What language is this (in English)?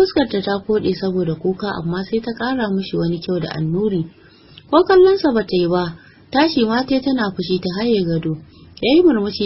Hausa